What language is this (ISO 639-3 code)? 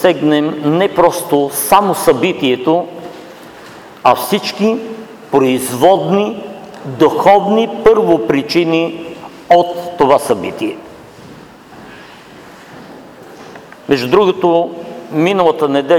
bul